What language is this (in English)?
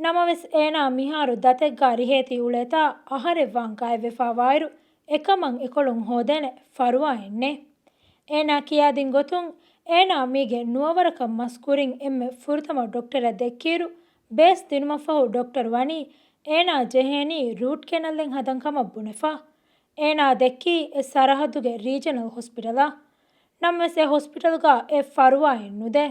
Divehi